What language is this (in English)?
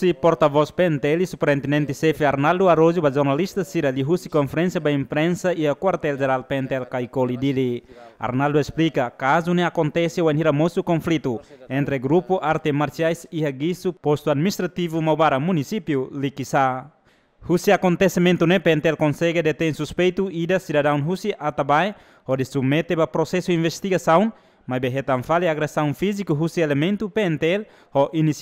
Tetum